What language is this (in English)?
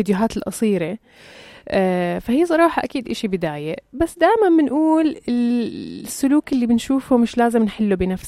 North Levantine Arabic